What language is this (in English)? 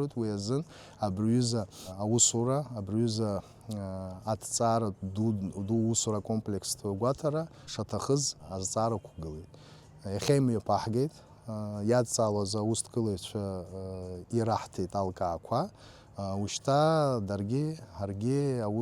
Abkhazian